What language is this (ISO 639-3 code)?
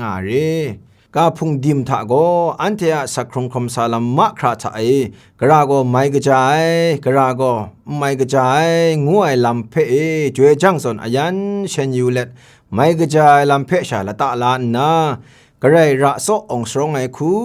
kac